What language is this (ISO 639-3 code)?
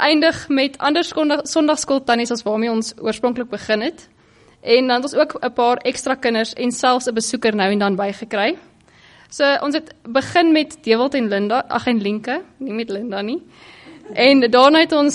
afr